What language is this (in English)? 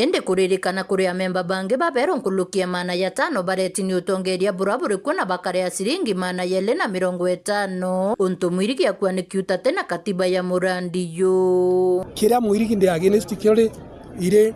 Meru